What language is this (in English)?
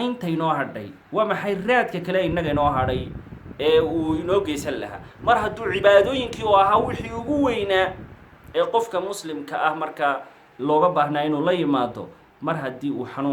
Somali